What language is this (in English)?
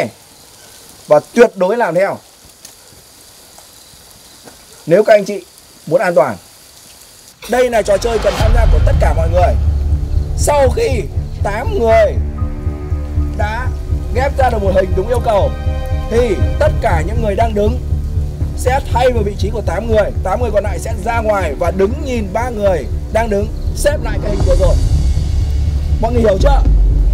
Vietnamese